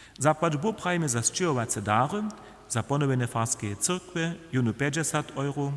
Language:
Upper Sorbian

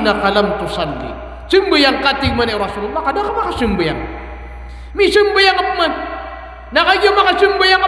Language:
Maranao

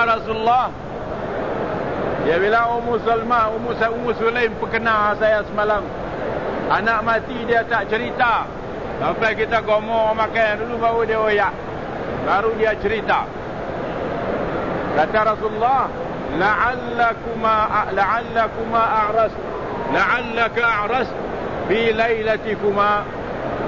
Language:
Malay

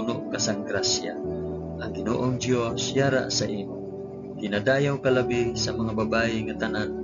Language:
Hiligaynon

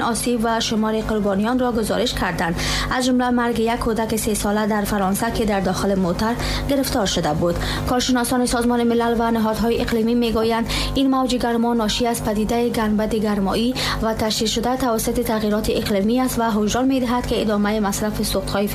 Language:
Tajik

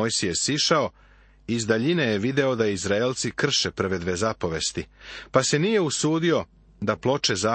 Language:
Serbian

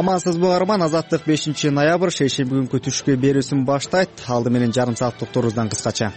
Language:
Kyrgyz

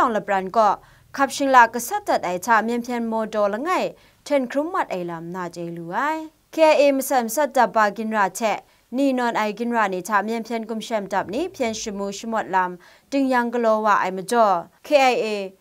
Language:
Kachin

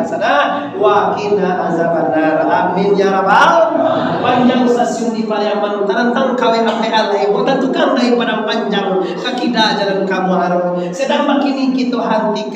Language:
Minangkabau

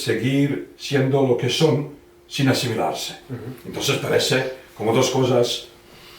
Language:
Ladino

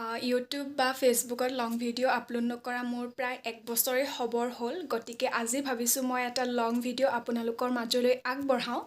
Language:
Assamese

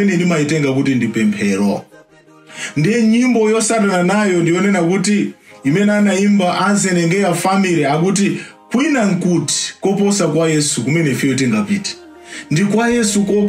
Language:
Nyanja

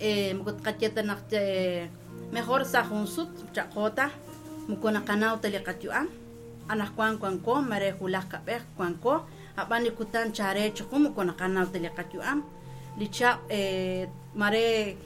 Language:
Kekchí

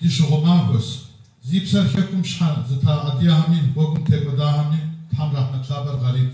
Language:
Kabardian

